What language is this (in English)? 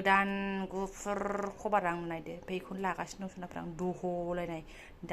Bodo